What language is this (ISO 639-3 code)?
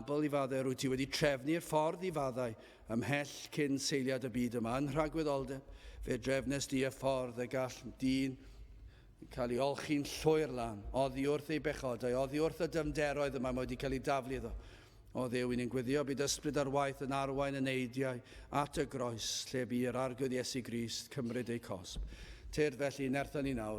cym